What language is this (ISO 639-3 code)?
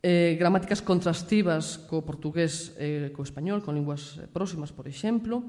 glg